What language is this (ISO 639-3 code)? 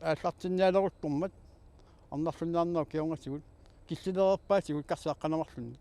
kal